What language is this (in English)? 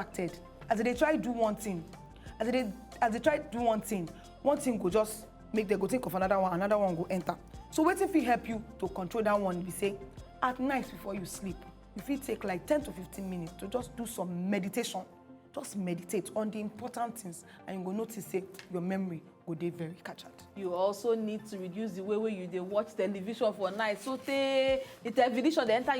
Nigerian Pidgin